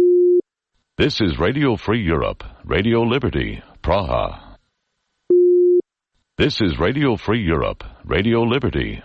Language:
English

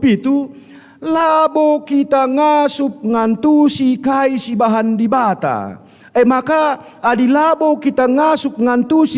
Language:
Batak Karo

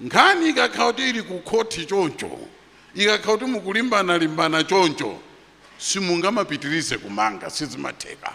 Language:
Nyanja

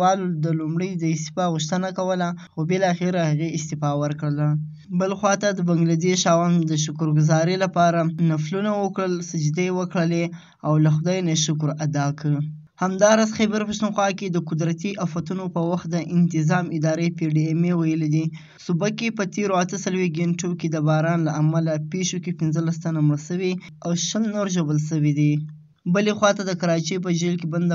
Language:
Pashto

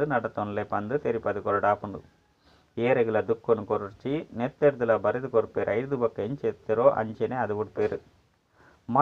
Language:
Tulu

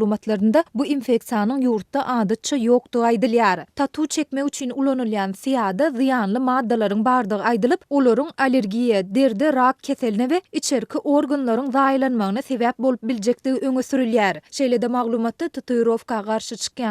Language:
Turkmen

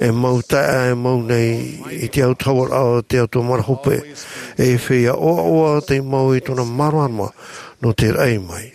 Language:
Tahitian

